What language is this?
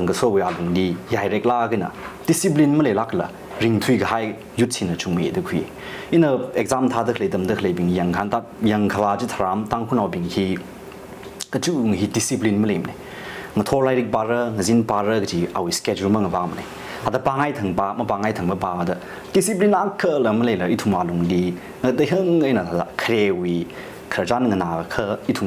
Tangkhul Naga (India)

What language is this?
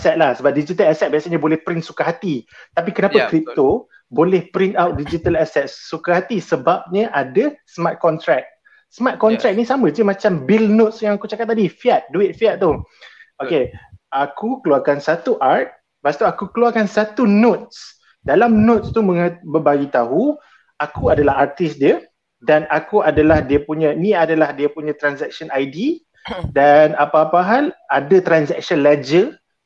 Malay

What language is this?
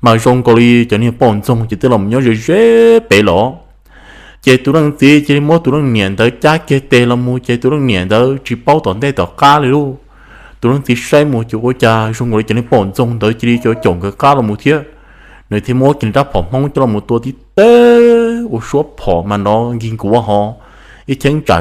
Hmong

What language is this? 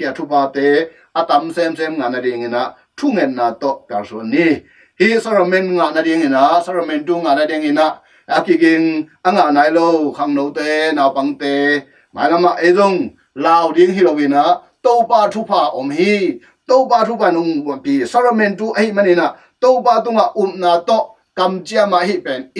Tedim Chin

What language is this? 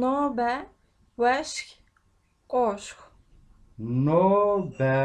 Kabardian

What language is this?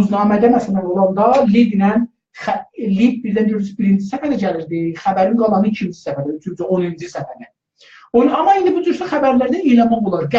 South Azerbaijani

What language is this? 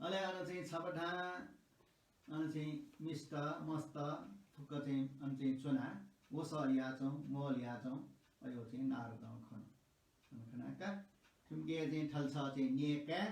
Newari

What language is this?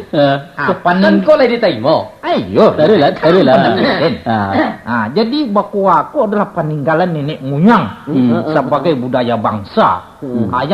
Minangkabau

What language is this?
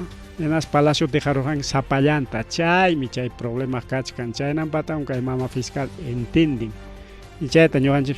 Ayacucho Quechua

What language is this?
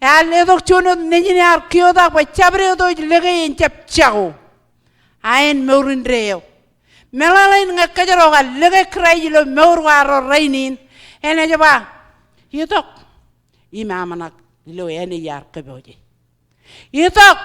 Marshallese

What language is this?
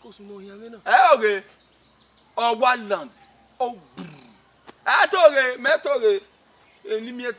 Bini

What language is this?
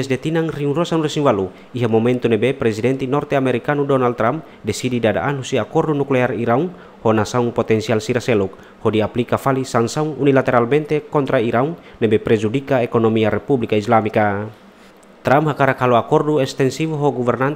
Tetum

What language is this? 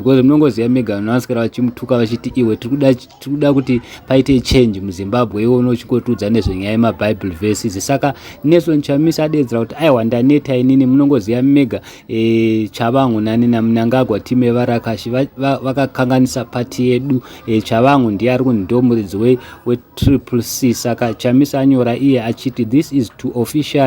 Shona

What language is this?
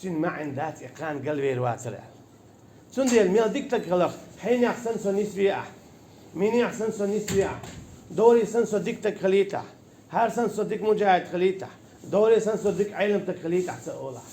Chechen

